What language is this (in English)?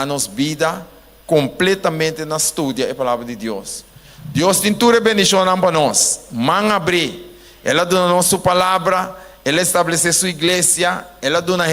Papiamento